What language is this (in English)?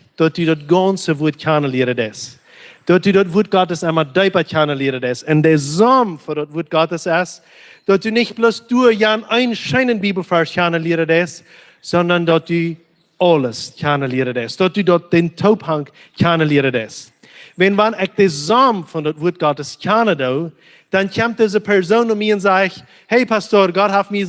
Plautdietsch